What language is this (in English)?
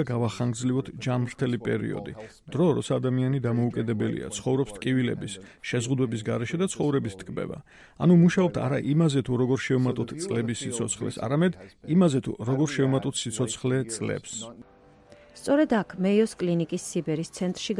Georgian